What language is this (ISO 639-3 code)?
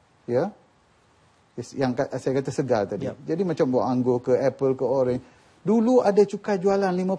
msa